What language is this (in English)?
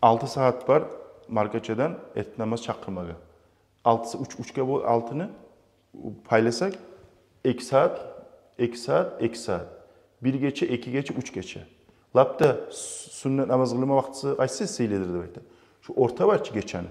Kumyk